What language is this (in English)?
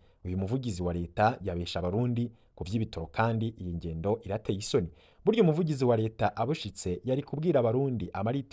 Rundi